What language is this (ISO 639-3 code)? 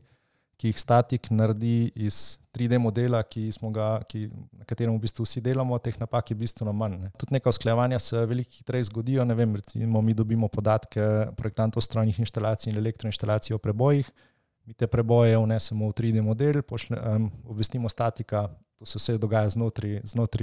slv